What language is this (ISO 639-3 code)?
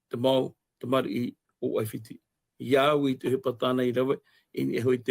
tah